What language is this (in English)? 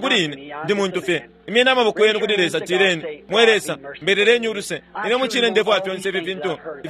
Bemba